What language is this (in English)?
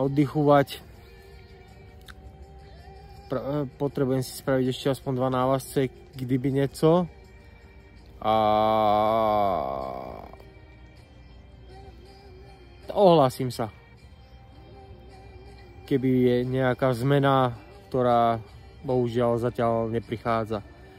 Slovak